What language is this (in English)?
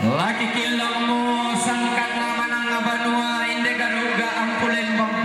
Toraja-Sa'dan